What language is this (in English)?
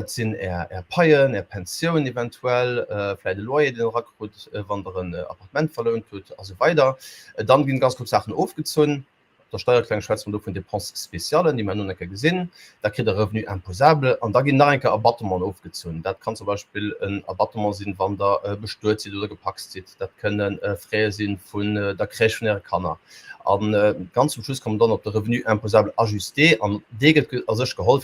Luxembourgish